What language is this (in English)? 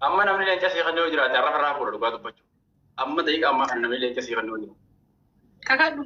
Oromo